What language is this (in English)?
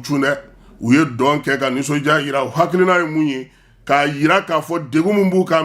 Bambara